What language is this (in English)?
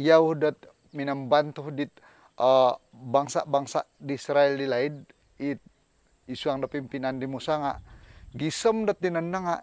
Central Dusun